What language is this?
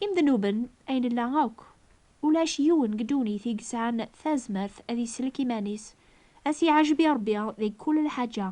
Kabyle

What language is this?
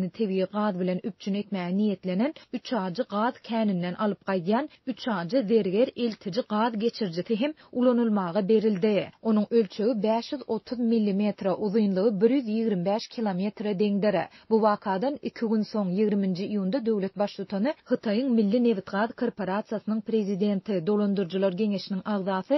Turkmen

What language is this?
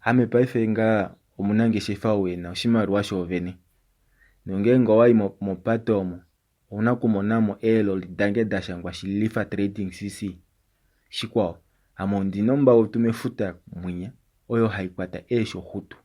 Kuanyama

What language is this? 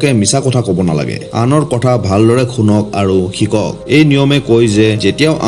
Assamese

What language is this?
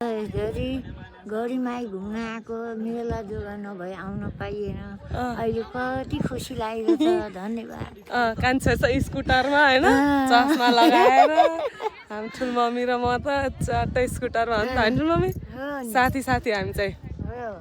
Nepali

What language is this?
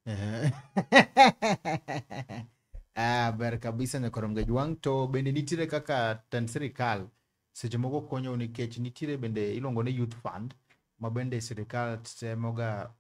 Luo (Kenya and Tanzania)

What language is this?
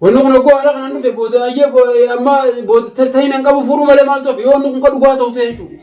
Oromo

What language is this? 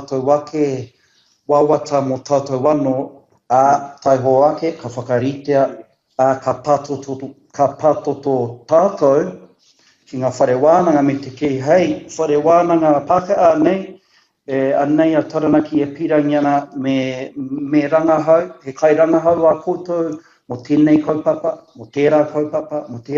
Māori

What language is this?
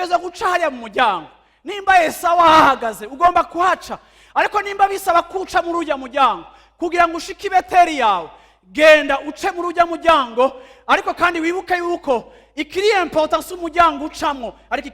Rundi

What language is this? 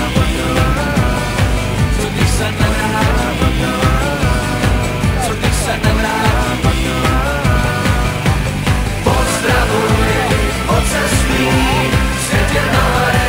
Czech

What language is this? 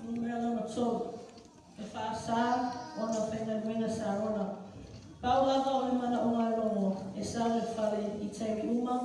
Samoan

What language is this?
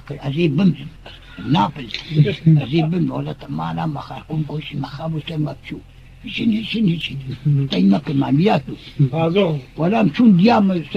Kurdish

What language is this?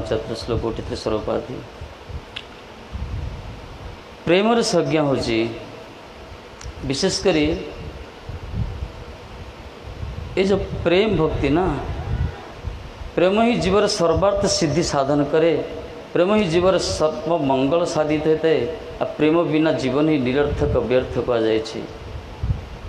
Odia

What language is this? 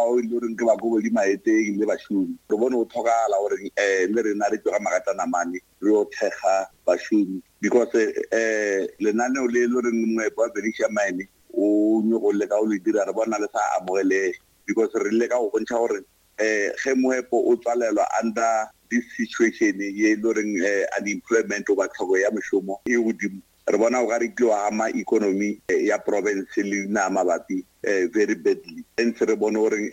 Northern Sotho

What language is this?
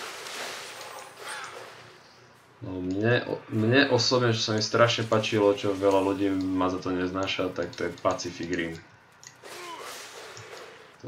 Slovak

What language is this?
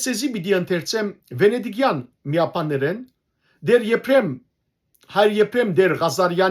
Western Armenian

